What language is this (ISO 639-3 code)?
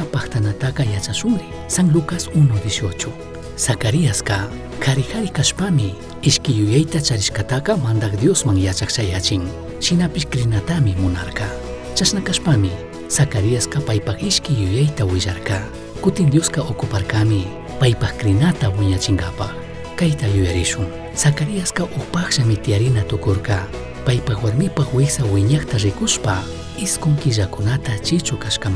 qug